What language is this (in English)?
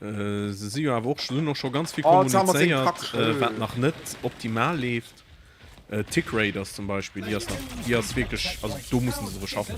Luxembourgish